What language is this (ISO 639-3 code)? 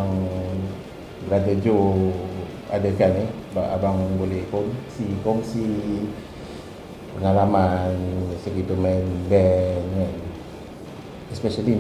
msa